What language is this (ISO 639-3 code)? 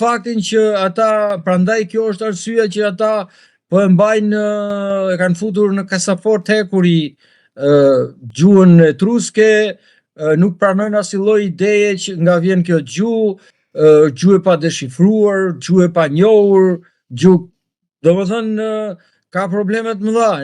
sqi